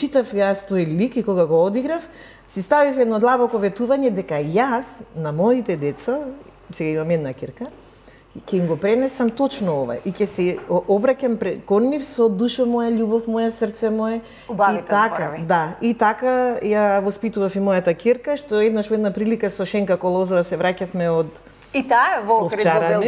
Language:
Macedonian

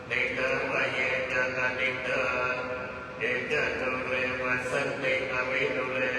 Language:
Pali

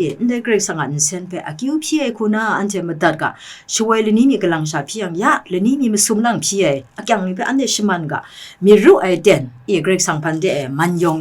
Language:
Kachin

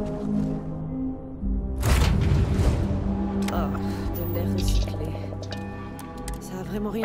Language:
French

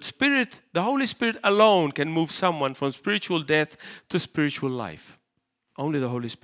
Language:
English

